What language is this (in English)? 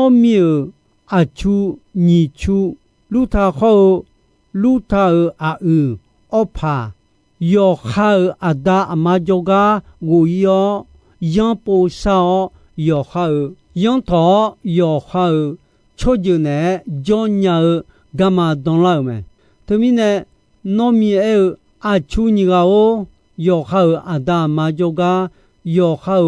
Akha